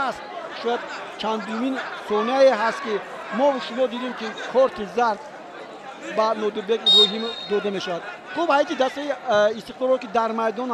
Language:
Tajik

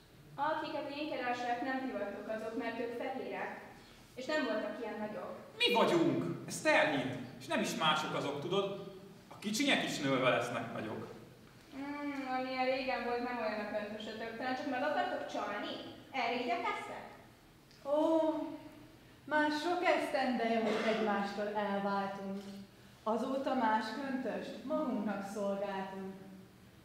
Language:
Hungarian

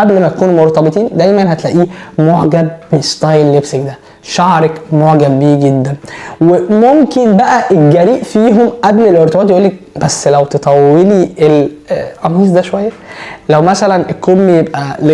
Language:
Egyptian Arabic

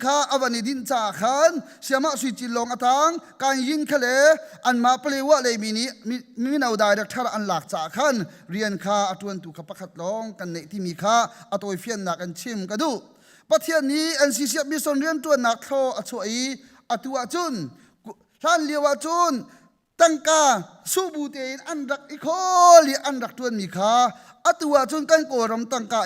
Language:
Hakha Chin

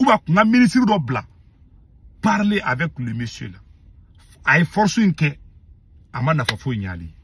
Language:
Bambara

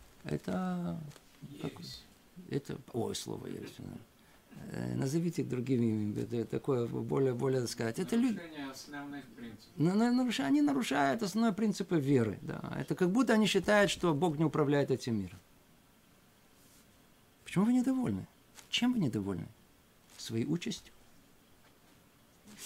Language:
Russian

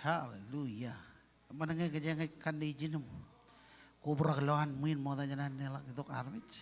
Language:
Marshallese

